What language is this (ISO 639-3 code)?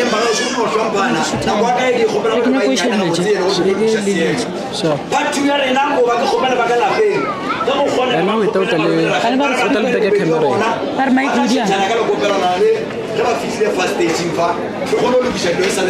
nso